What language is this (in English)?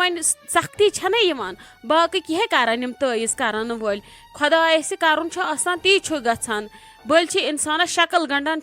Kashmiri